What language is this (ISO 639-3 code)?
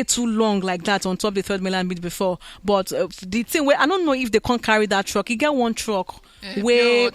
pcm